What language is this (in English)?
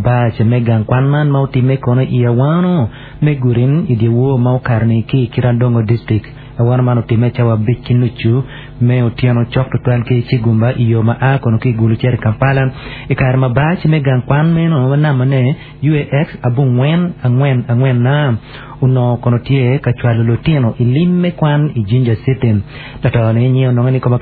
Acoli